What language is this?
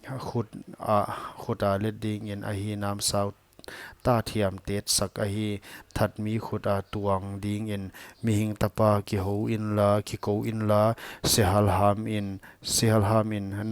Paite Chin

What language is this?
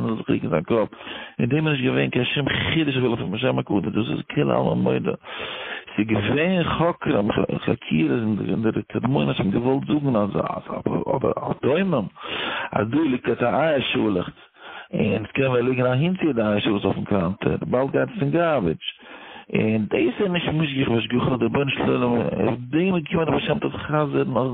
Yiddish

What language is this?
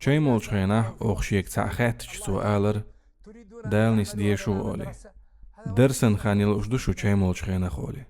Chechen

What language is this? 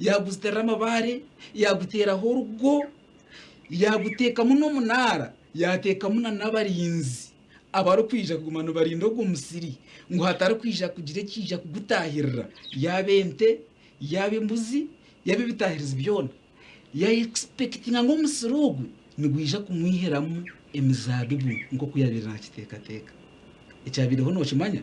Nyankole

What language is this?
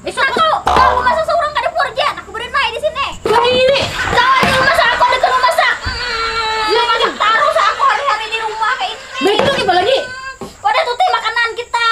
Banjar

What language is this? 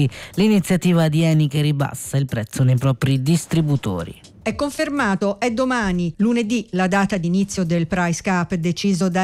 Italian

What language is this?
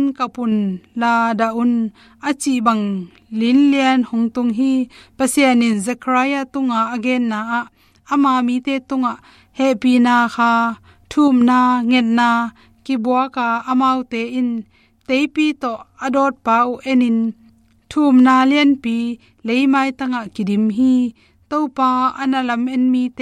Tedim Chin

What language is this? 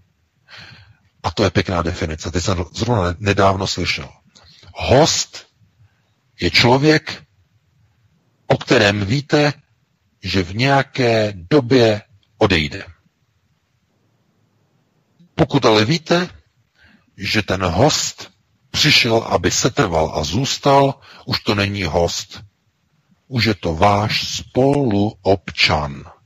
Czech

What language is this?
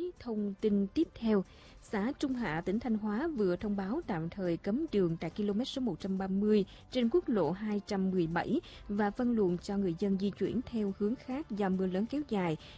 Vietnamese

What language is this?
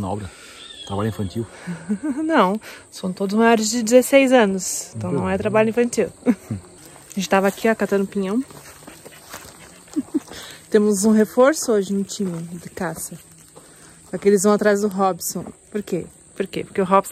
Portuguese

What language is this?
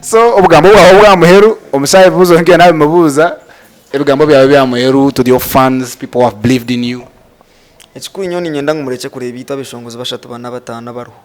Nyankole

